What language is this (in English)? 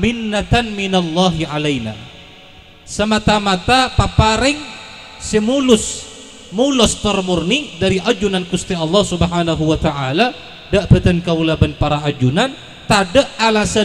Madurese